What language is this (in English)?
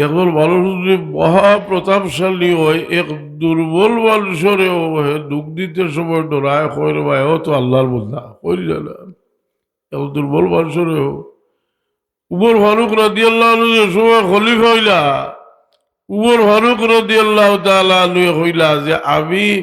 Sylheti